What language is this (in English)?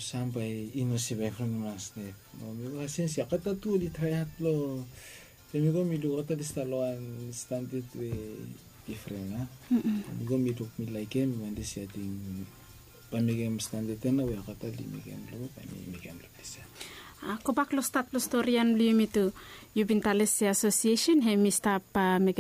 Bislama